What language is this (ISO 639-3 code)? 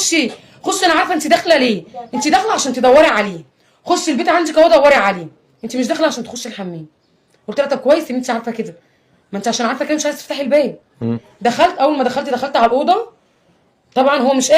arz